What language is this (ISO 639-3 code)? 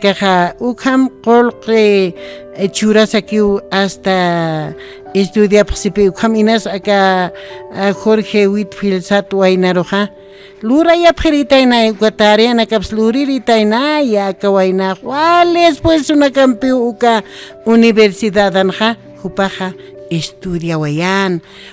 aym